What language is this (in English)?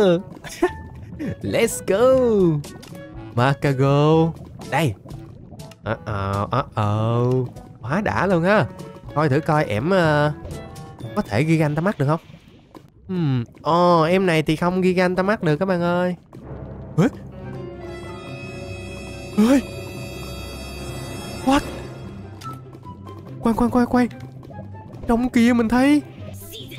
Vietnamese